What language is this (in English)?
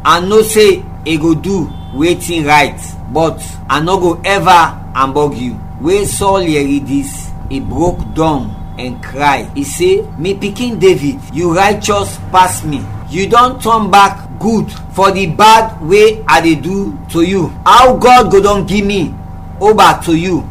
Krio